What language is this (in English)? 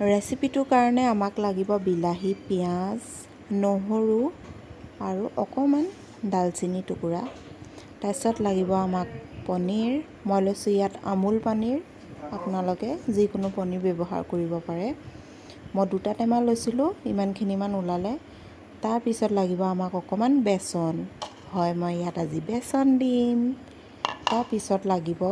Assamese